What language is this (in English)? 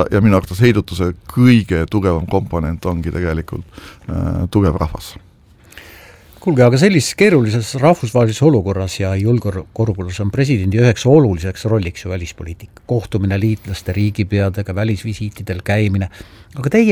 Estonian